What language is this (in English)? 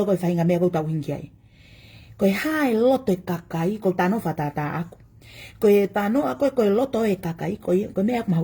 Tongan